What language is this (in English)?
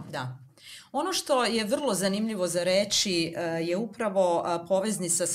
Serbian